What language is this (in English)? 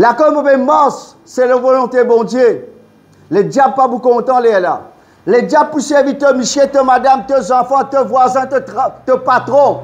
Morisyen